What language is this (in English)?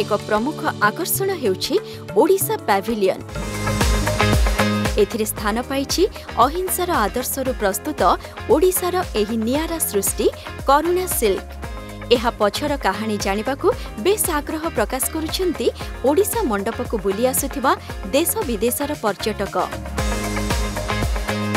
Odia